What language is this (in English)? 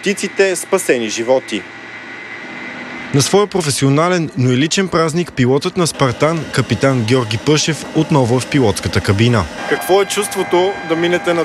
Bulgarian